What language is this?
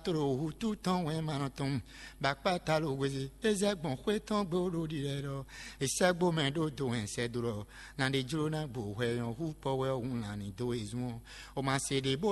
Fon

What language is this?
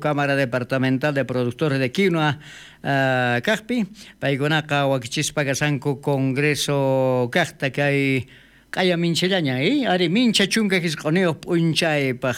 South Bolivian Quechua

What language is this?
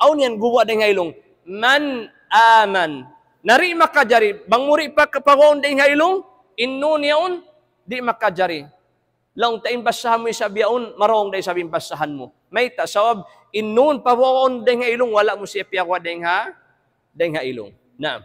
Tausug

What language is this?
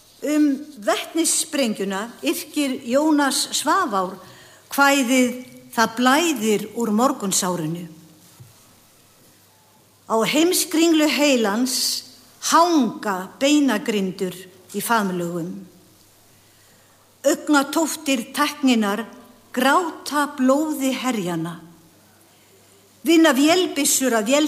Icelandic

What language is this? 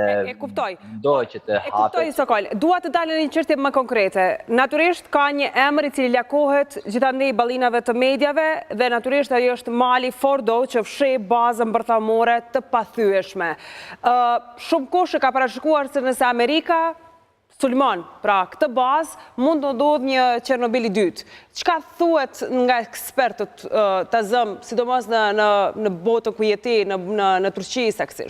Albanian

